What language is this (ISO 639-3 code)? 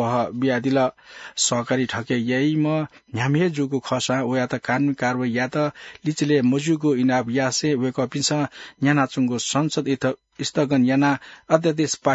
new